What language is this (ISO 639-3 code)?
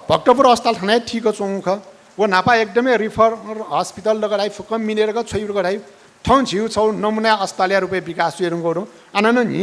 new